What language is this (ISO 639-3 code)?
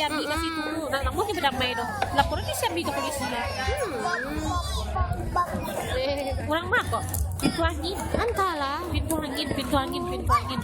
min